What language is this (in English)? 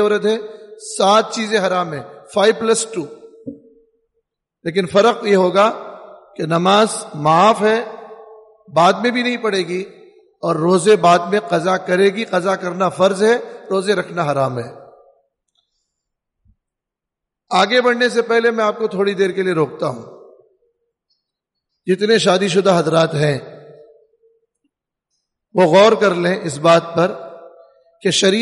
Urdu